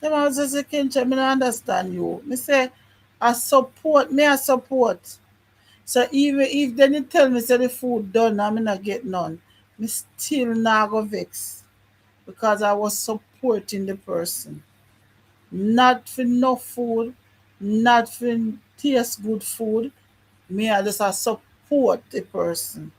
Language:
Jamaican Creole English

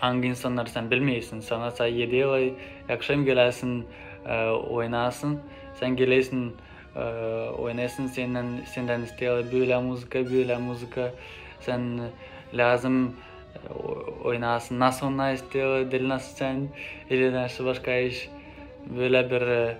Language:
Gagauz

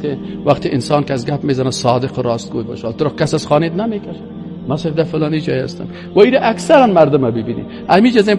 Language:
Persian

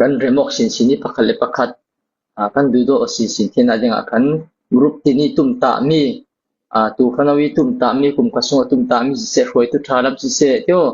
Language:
Falam Chin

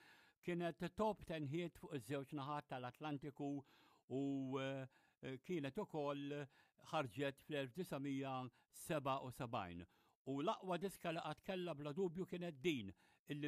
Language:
Maltese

